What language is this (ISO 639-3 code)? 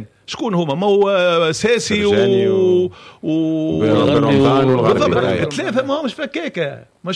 aeb